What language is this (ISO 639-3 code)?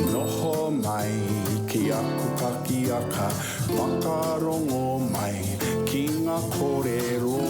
mri